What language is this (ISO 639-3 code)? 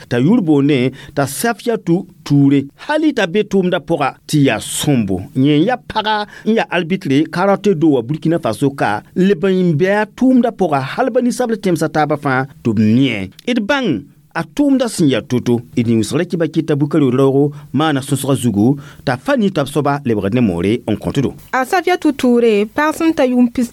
mos